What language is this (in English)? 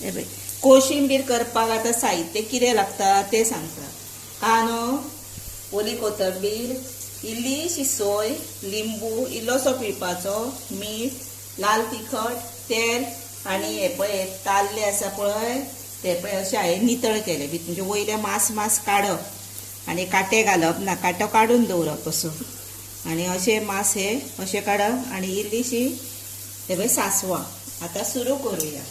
Konkani